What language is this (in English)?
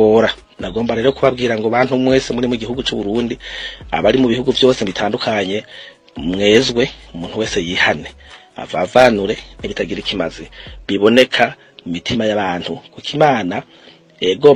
Rundi